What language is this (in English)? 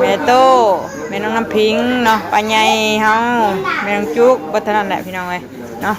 Northeastern Thai